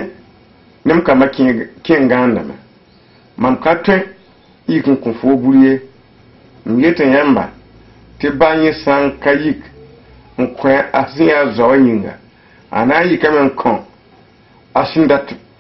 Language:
Mossi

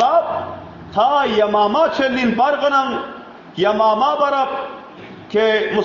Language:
Turkmen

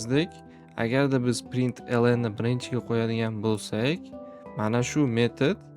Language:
Uzbek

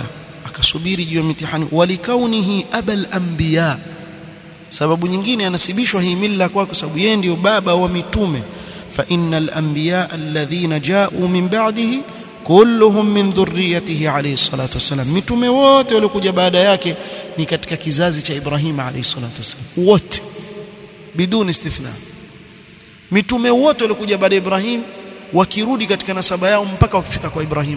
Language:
Swahili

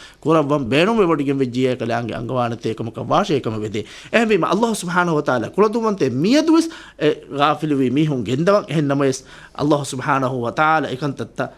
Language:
Divehi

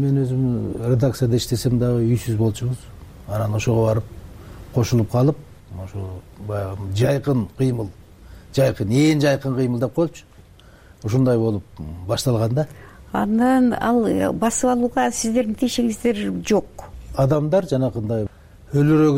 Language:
Kyrgyz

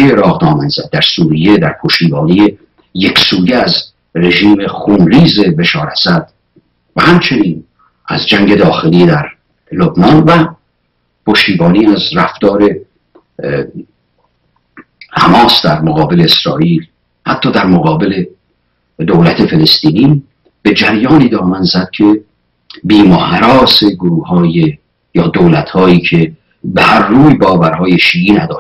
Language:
Persian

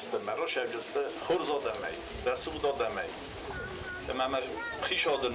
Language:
Ossetic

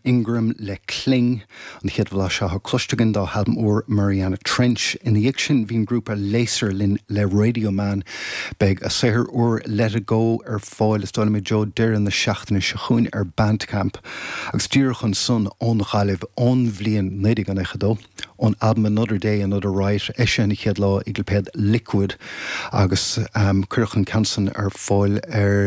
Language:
Irish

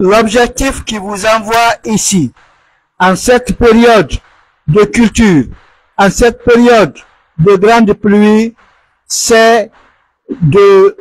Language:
Pular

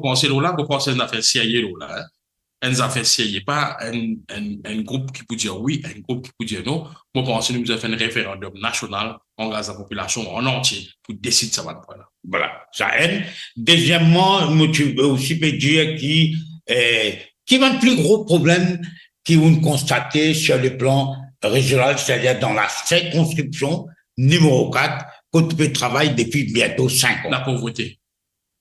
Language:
Morisyen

